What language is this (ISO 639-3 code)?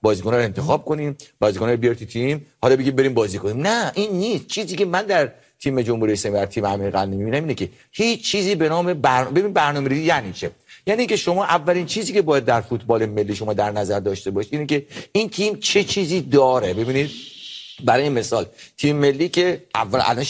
fas